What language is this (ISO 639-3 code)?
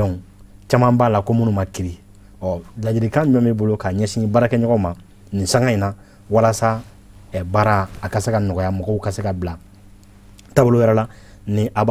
bam